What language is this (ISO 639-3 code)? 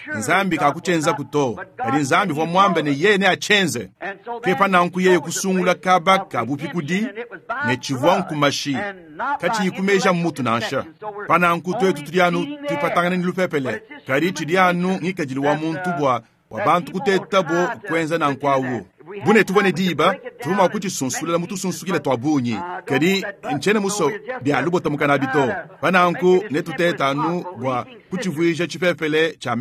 lua